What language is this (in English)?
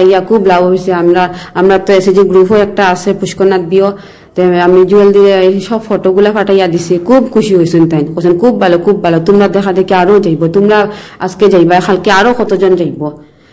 Bangla